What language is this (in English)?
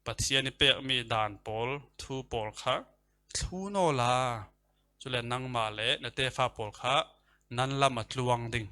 Falam Chin